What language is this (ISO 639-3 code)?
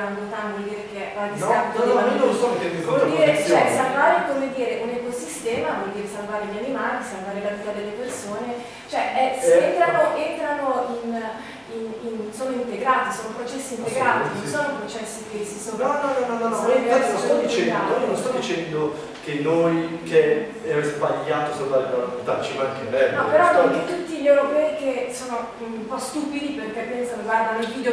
ita